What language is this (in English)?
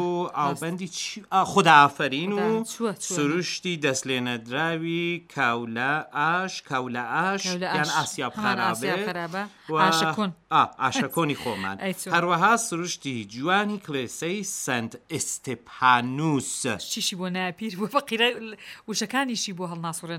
Central Kurdish